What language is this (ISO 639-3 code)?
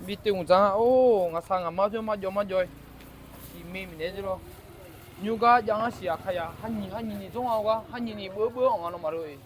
ahk